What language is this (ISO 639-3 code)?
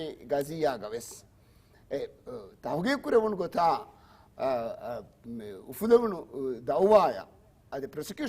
div